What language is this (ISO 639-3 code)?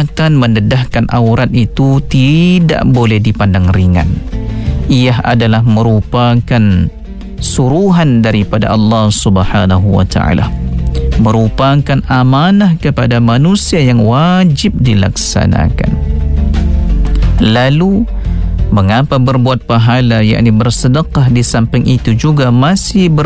msa